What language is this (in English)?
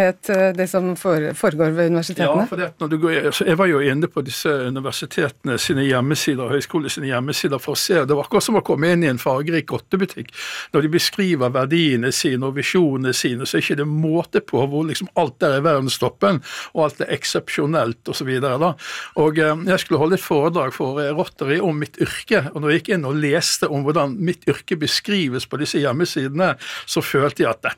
Norwegian